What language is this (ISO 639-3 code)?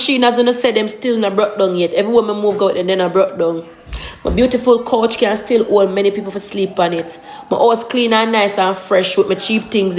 jam